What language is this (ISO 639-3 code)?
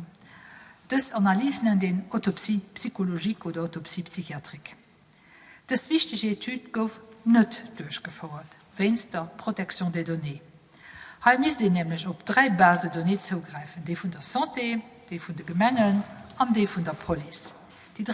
ltz